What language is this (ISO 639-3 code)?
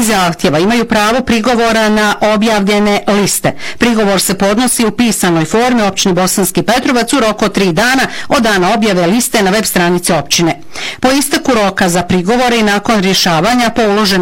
bos